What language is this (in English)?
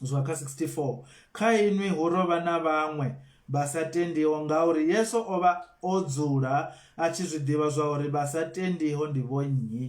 Venda